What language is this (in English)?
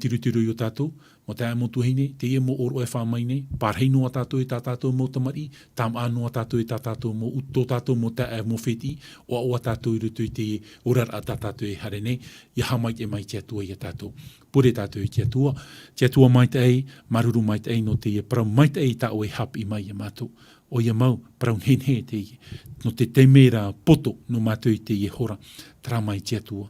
Tahitian